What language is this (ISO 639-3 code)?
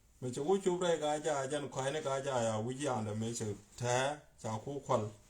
nus